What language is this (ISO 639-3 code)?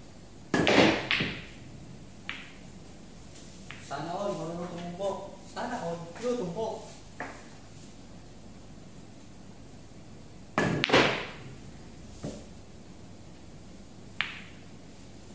fil